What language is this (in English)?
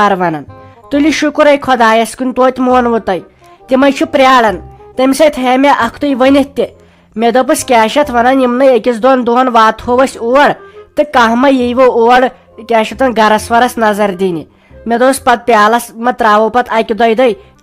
Kashmiri